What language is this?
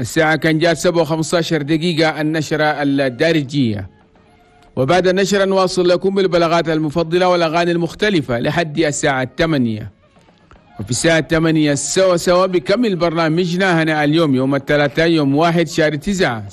Chadian Arabic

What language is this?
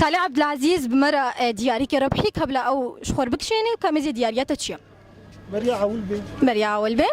Kurdish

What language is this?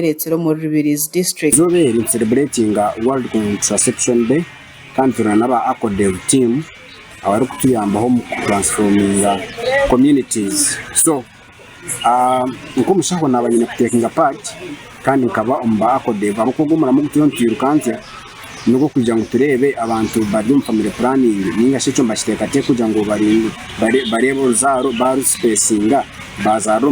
Nyankole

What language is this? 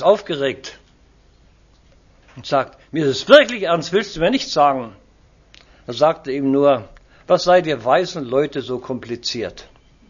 German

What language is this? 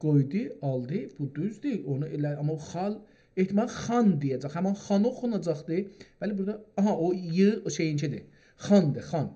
South Azerbaijani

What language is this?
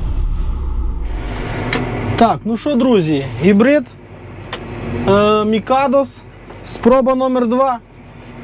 Ukrainian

